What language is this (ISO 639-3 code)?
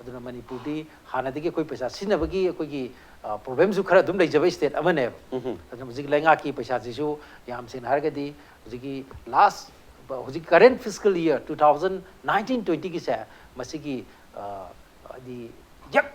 mni